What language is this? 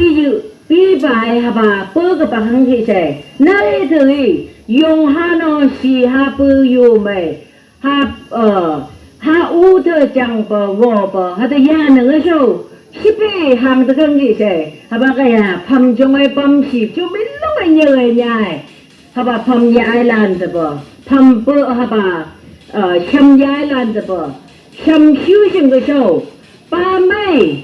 Phom Naga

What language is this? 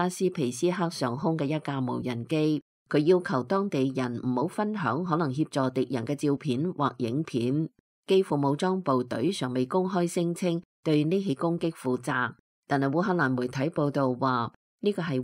Cantonese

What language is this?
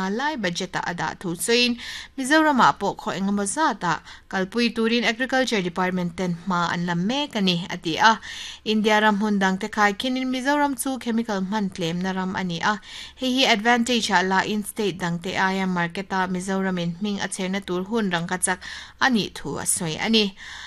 Mizo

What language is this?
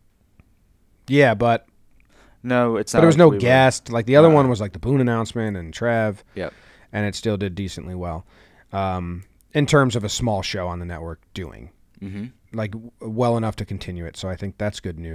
English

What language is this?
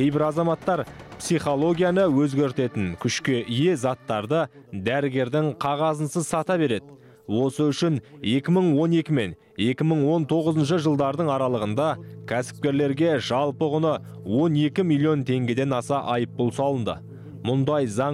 Kazakh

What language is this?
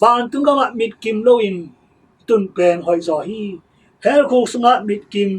Tedim Chin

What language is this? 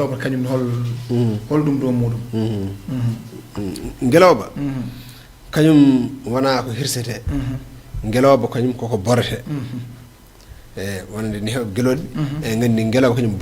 Fula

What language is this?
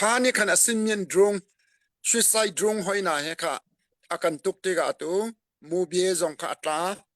Hakha Chin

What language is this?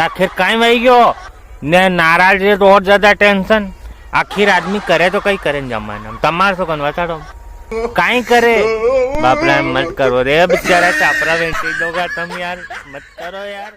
Rajasthani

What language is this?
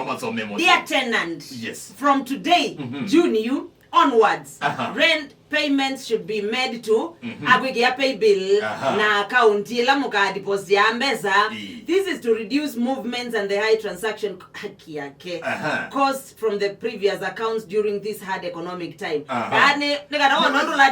Kamba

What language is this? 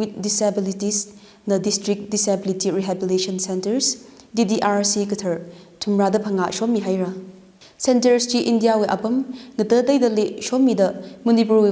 Tangkhul Naga (India)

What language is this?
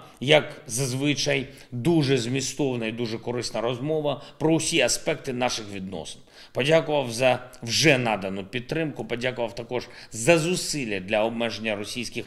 Ukrainian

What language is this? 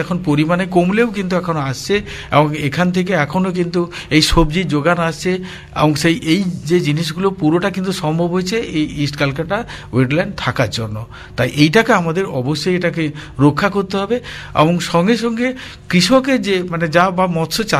Bangla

